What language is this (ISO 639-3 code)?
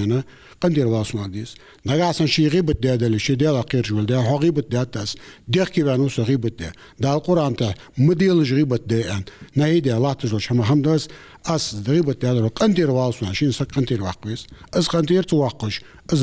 inh